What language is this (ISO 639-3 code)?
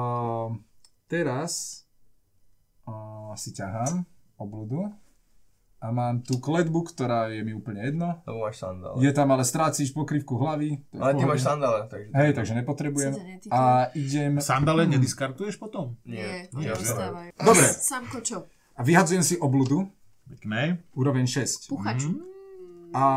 slk